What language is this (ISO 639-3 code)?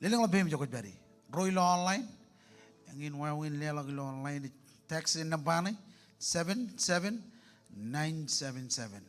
mah